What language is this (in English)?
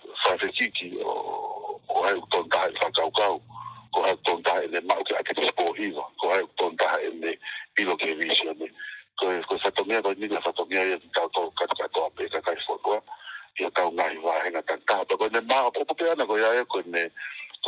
Tongan